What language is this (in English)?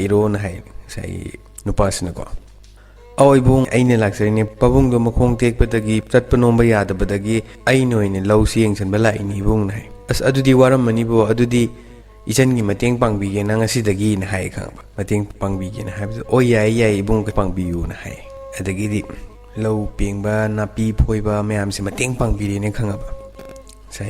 Manipuri